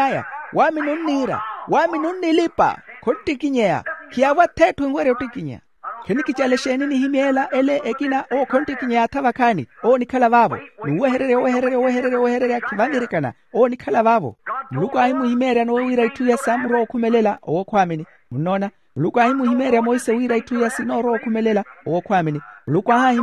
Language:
Makhuwa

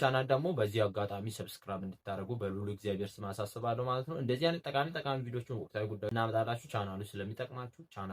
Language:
Amharic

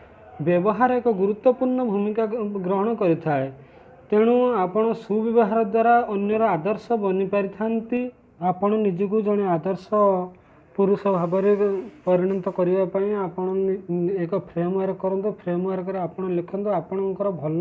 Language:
Odia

